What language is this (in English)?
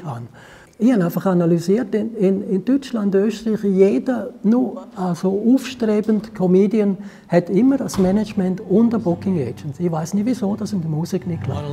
Swiss German